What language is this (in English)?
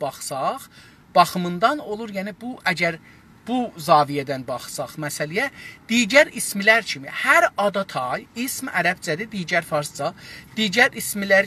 South Azerbaijani